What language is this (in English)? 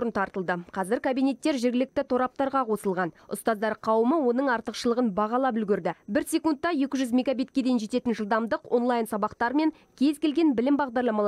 Kazakh